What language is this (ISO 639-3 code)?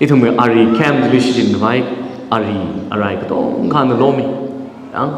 nmf